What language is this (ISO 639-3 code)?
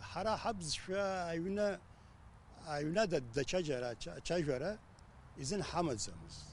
abk